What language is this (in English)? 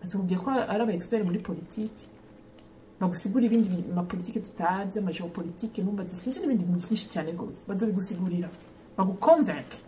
Rundi